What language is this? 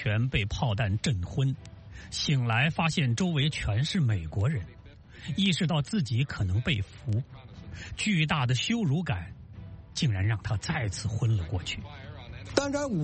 Chinese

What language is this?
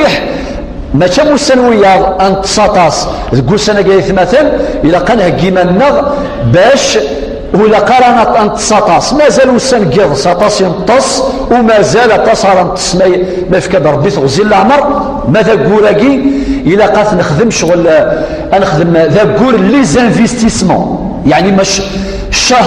Kabyle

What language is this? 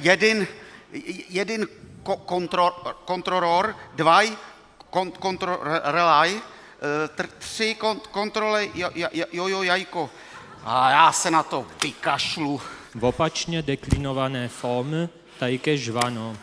Upper Sorbian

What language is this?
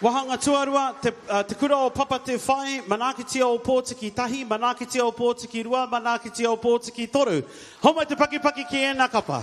Māori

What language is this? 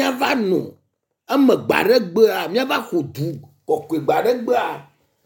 Ewe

